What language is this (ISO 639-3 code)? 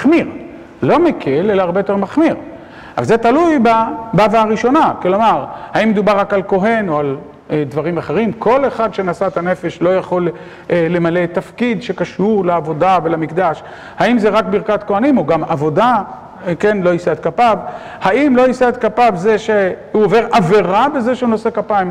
heb